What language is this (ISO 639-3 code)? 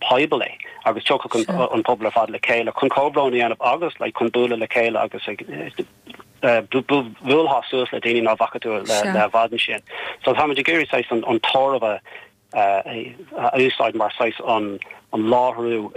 gle